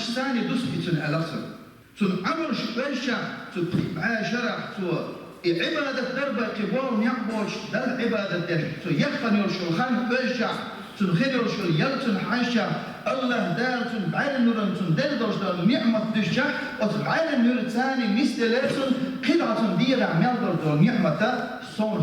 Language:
Chechen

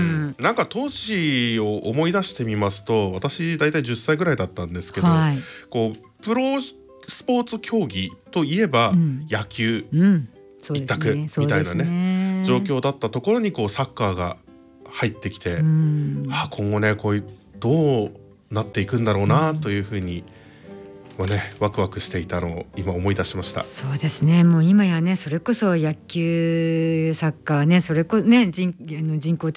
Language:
Japanese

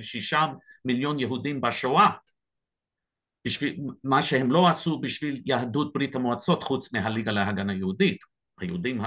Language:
Hebrew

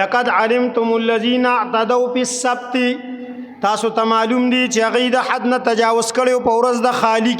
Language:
Pashto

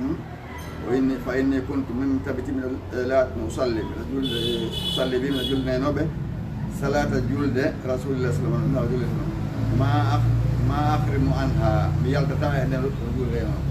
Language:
Fula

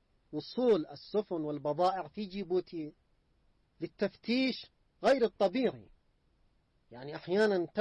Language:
Arabic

